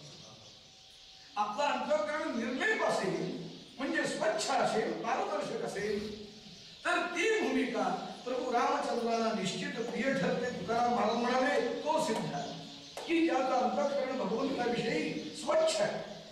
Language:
Marathi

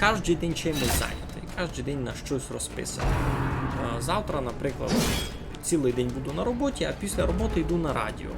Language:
Rusyn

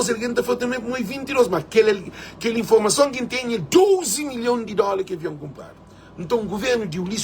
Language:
Kabuverdianu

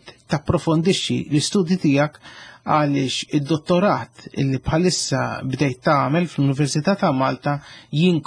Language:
Maltese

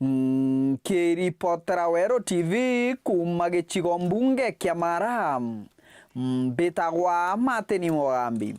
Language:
Meru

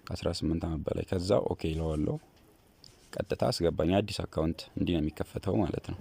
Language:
Amharic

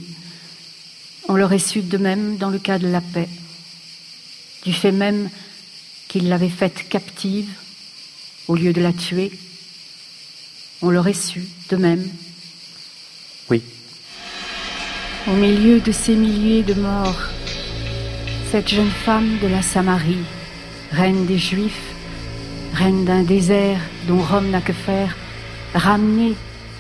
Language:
French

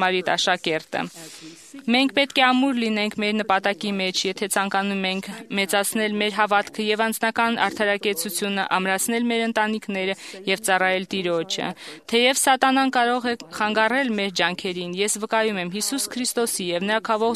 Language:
Armenian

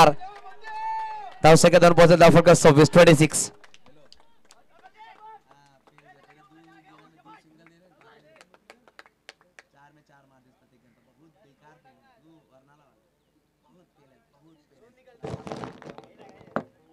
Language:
Marathi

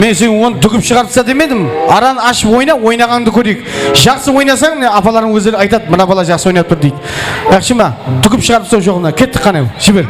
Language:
Kara-Kalpak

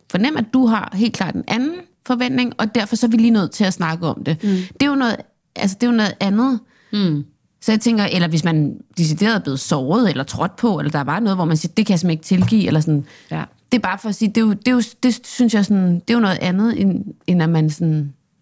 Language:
Danish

